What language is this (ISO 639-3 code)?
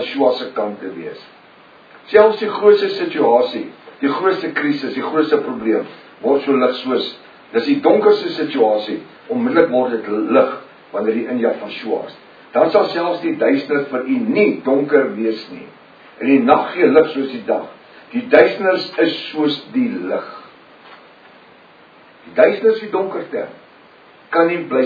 afr